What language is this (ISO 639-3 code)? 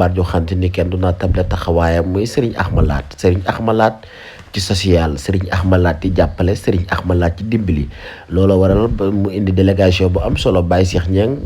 wol